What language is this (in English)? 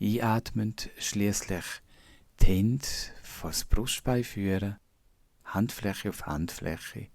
Swiss German